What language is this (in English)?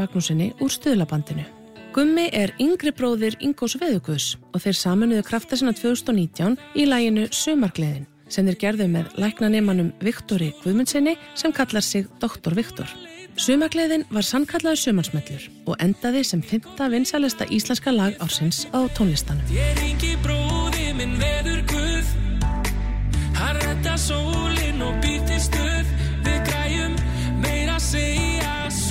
Icelandic